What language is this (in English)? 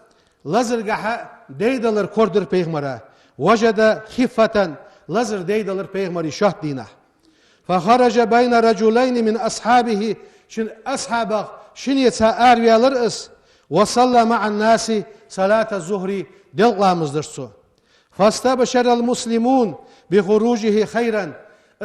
Ingush